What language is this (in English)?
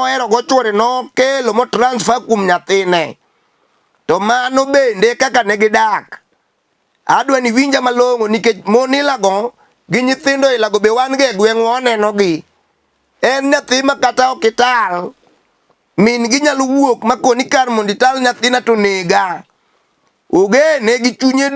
Luo (Kenya and Tanzania)